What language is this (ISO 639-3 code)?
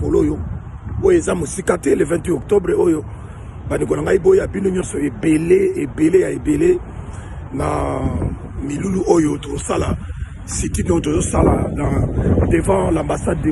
lin